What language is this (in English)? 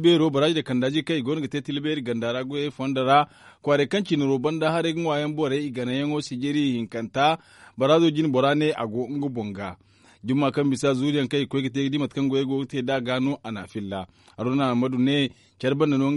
Zarma